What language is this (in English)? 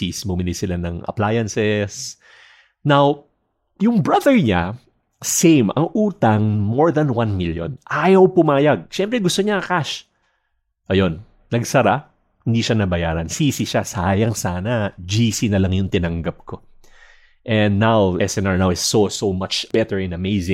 Filipino